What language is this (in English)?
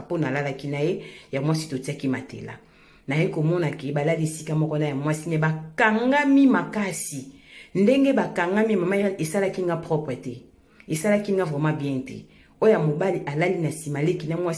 Lingala